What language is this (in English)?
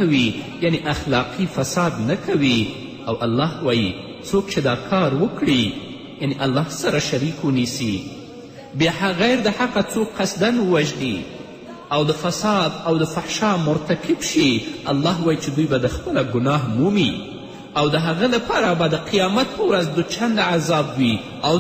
Pashto